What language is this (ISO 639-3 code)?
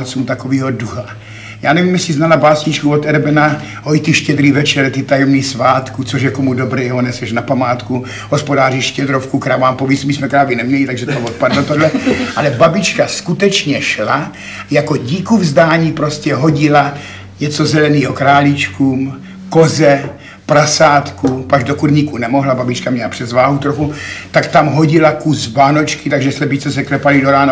ces